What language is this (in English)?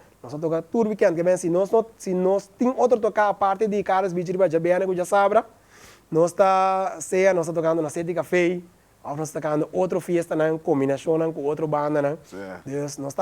Papiamento